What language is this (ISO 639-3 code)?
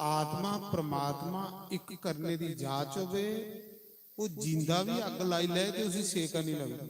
doi